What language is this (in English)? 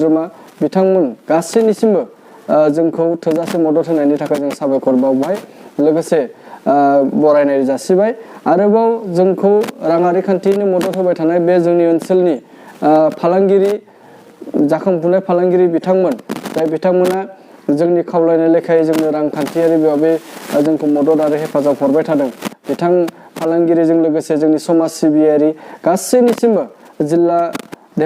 Bodo